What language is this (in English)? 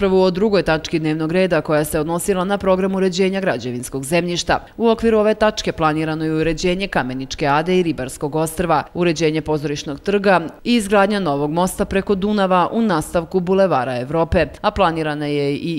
Serbian